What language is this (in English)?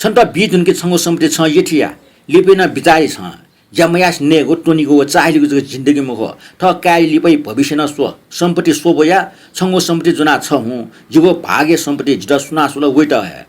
Newari